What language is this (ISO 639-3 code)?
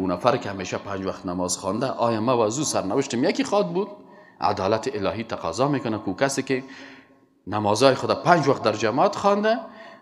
fas